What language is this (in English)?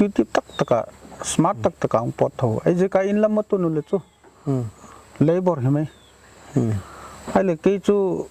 Paite Chin